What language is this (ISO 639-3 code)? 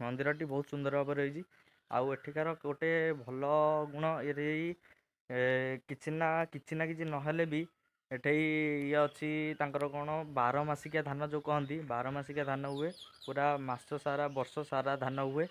ori